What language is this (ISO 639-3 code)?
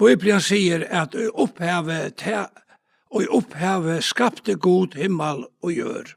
fao